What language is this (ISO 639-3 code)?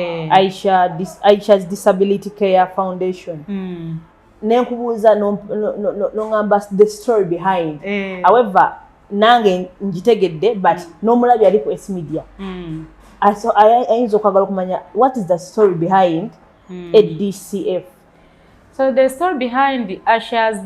lug